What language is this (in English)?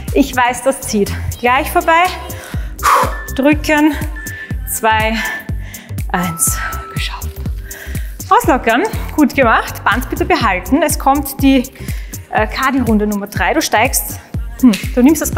German